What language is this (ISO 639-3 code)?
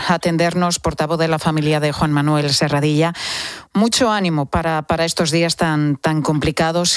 spa